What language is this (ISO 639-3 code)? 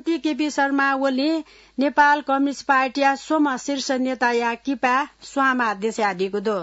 new